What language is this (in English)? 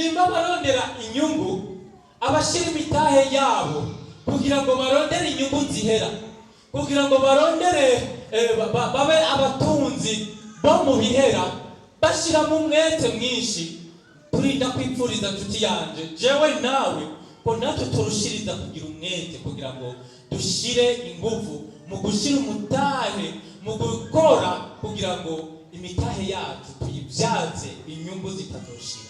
Rundi